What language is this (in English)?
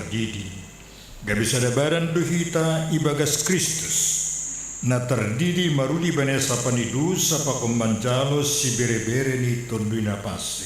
Batak Simalungun